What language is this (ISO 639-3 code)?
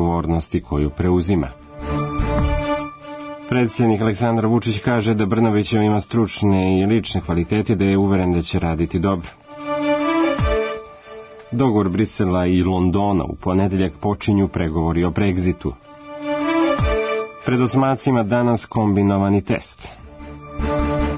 srp